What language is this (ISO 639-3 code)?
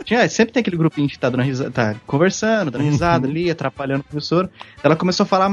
por